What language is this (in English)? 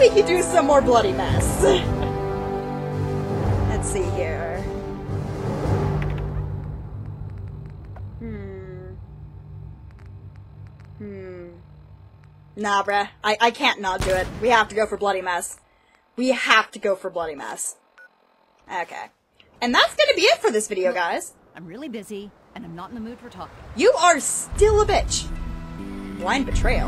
English